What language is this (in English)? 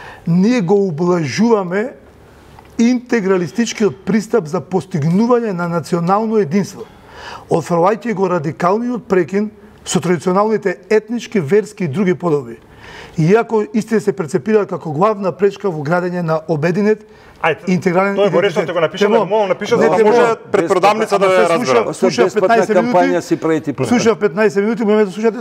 Macedonian